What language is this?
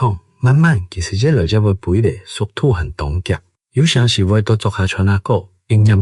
Hakka Chinese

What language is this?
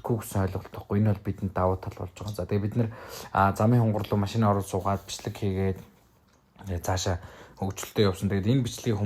Mongolian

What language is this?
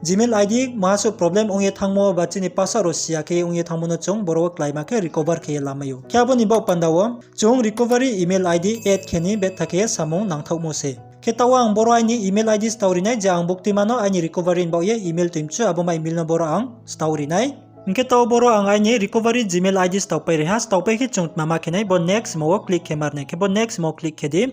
Riang (India)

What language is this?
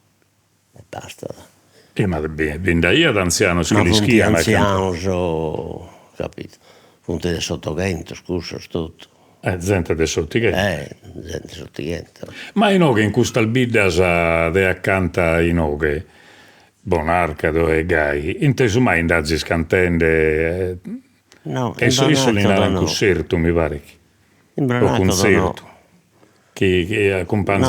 Sardinian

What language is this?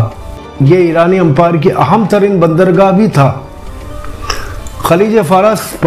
Urdu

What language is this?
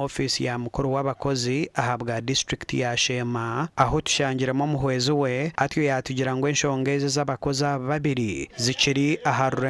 Nyankole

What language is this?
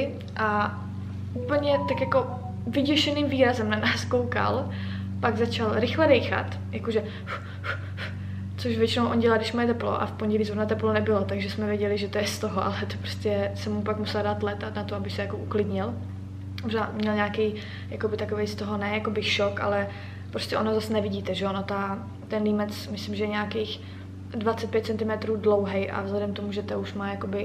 Czech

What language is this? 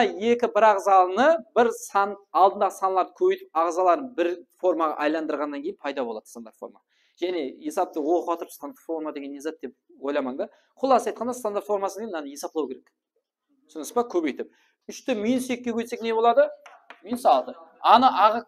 Kara-Kalpak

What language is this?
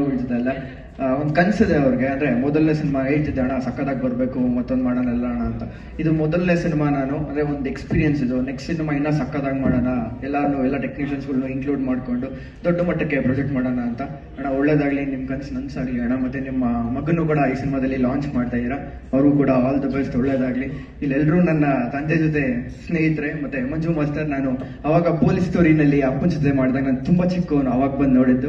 Kannada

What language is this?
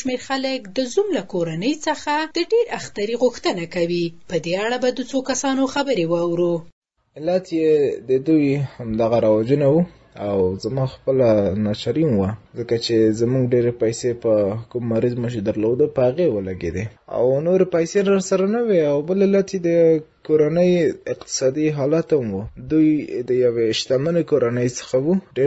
Pashto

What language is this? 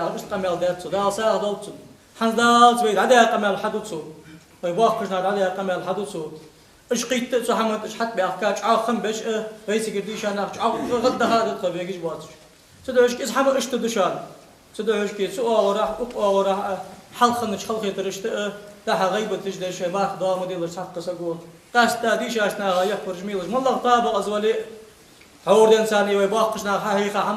Ingush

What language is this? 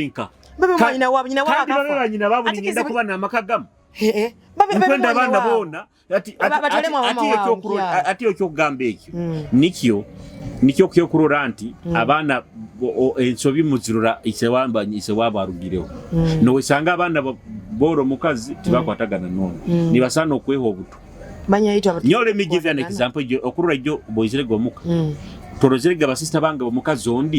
Nyoro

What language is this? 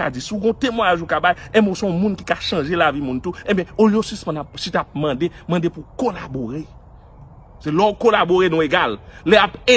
Haitian Creole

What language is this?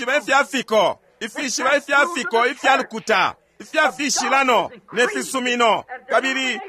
Bemba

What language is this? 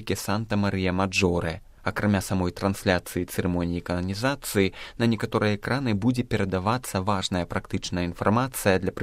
Belarusian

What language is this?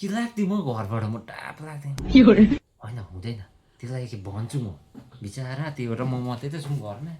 Nepali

